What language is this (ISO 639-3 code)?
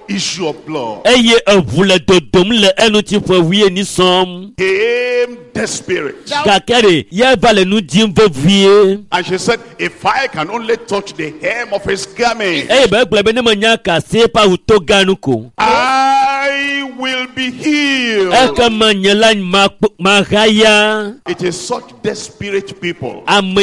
ewe